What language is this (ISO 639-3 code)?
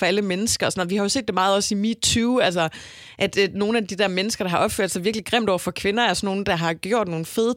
dan